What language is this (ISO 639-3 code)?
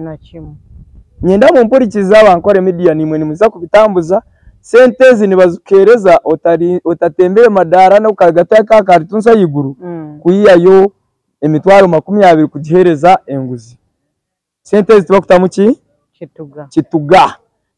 nyn